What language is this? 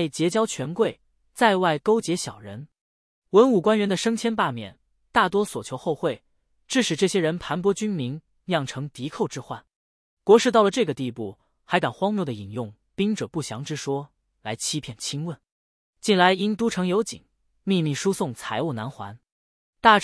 Chinese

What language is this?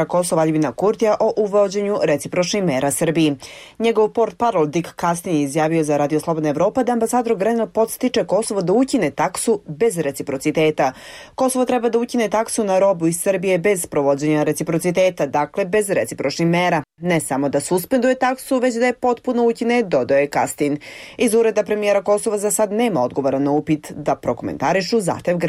Bosnian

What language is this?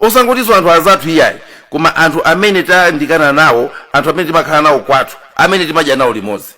Nyanja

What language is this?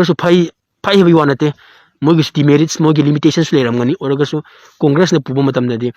Manipuri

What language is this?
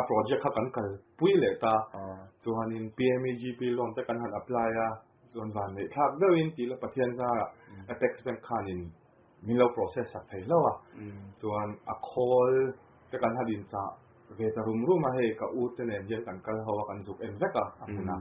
Mizo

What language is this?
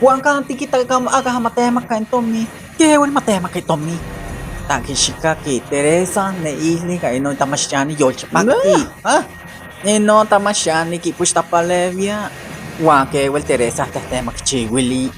Isthmus-Mecayapan Nahuatl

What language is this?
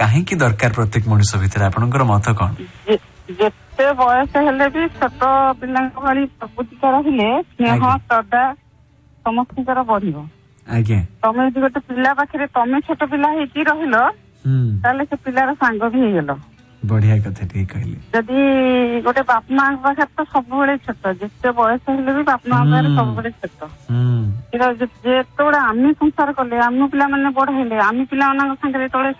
Odia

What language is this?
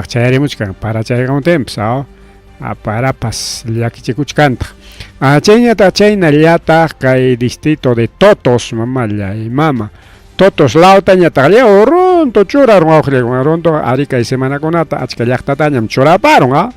Ayacucho Quechua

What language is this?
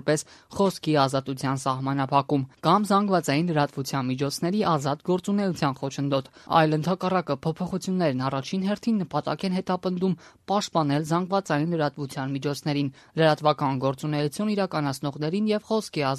Armenian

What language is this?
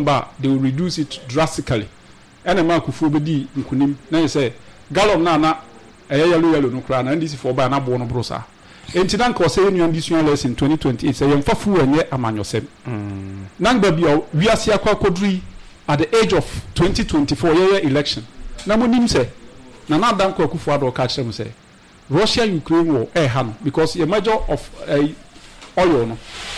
Akan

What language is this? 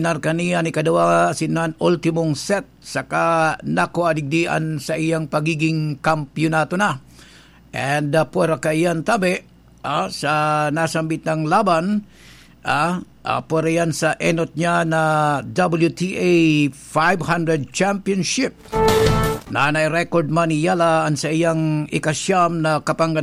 Bikol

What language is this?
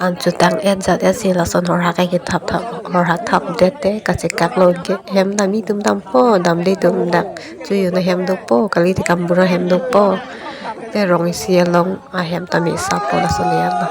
Karbi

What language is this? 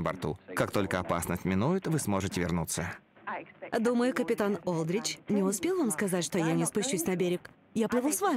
Russian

